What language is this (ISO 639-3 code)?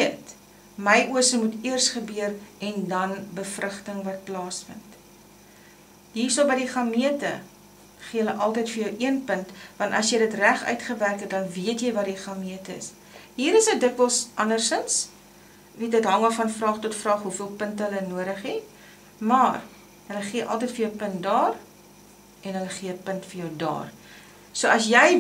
afr